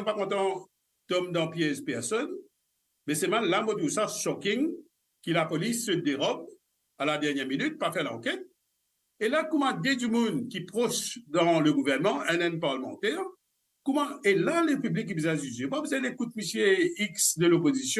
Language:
Morisyen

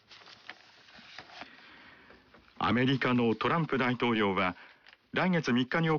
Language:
Japanese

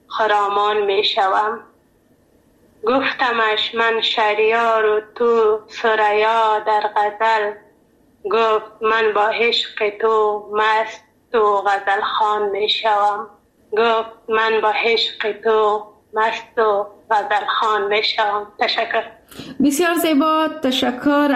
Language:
Persian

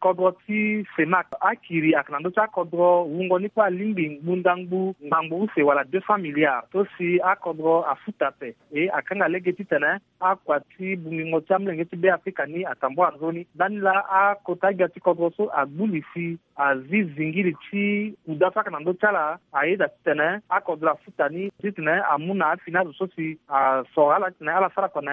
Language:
Sango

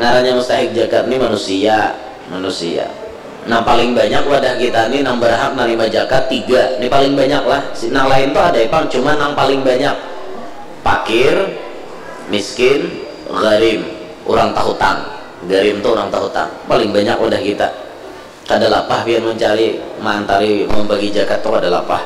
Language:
Banjar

